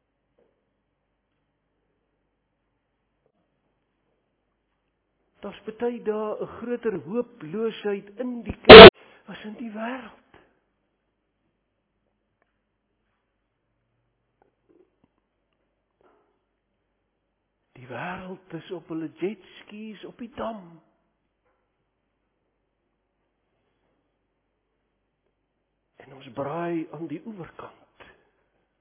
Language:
Afrikaans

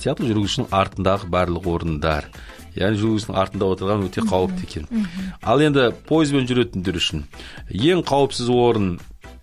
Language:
Kazakh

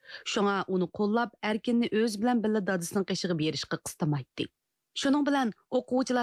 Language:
Uyghur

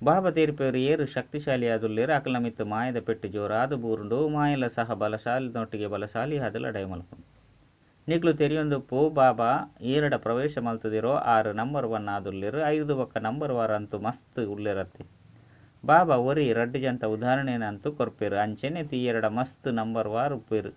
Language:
Tulu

